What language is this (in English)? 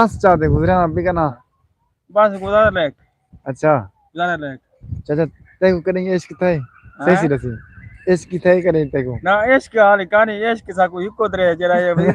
Saraiki